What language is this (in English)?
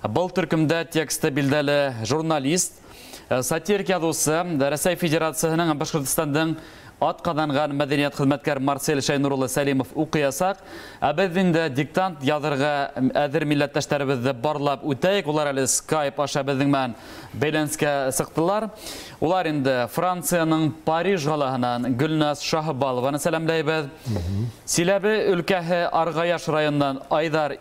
Bashkir